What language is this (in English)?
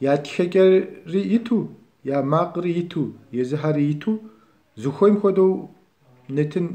Kabardian